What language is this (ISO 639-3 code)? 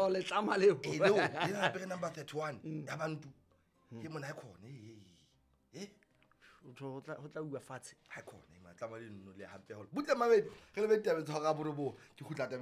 sot